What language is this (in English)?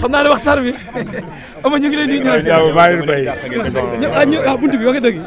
Wolof